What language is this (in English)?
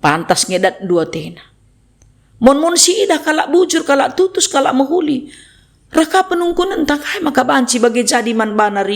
Batak Karo